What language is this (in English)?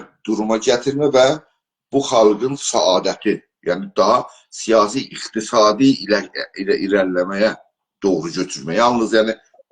South Azerbaijani